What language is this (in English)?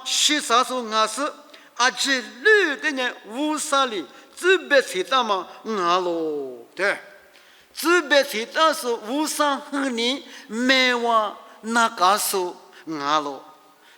Lisu